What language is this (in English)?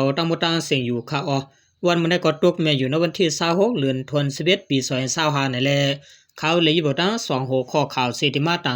Shan